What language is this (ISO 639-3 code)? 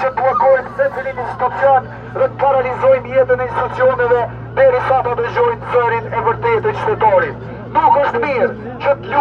sqi